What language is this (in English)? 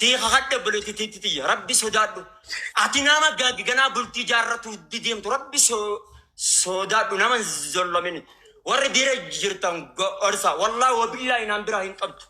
Oromo